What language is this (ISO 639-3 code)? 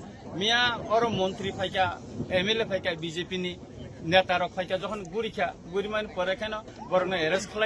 trp